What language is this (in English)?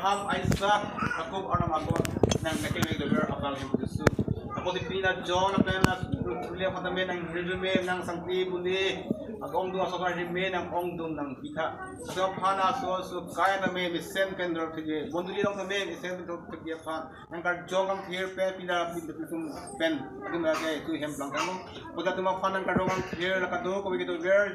Karbi